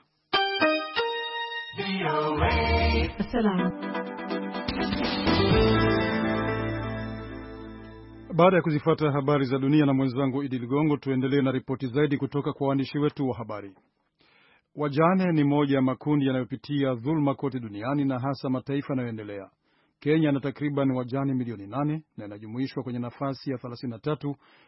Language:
Swahili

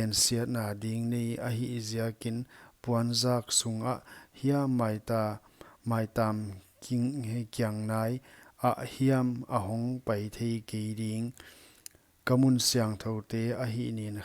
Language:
Paite Chin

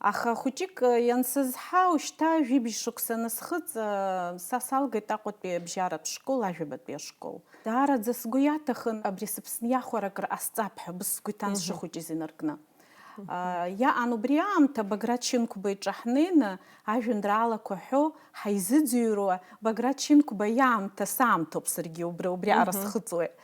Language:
Abkhazian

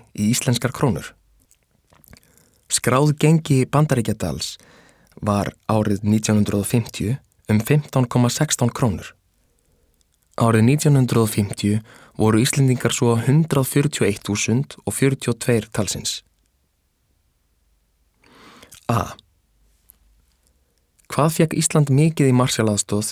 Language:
Icelandic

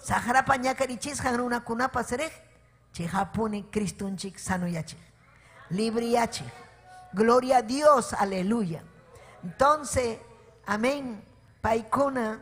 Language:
Ayacucho Quechua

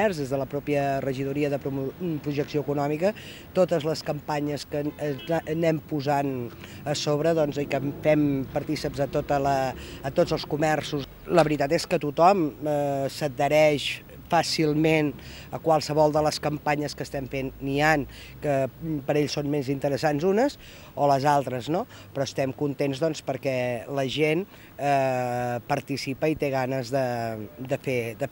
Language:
Catalan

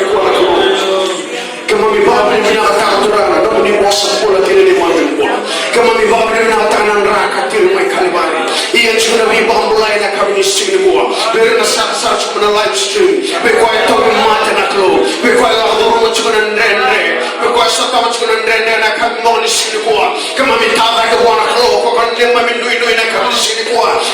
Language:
Fijian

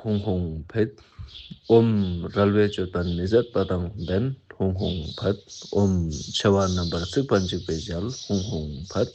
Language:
Ladakhi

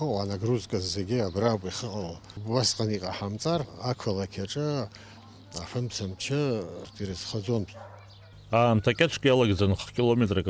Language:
Abkhazian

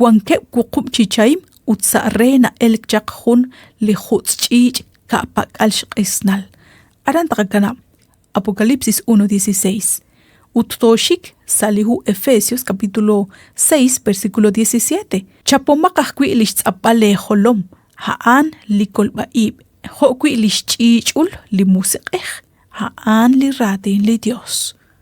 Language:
Kekchí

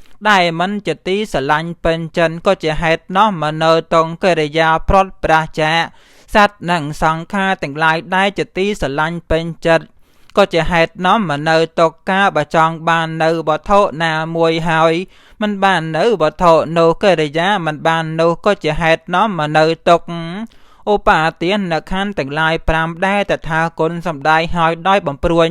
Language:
Khmer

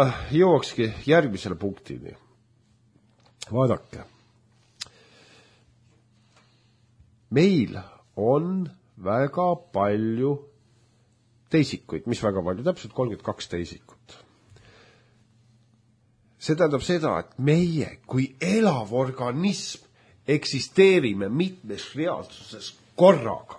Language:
Estonian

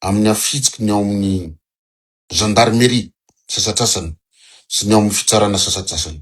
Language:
Malagasy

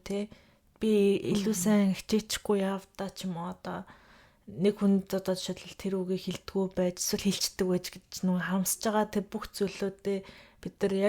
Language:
Mongolian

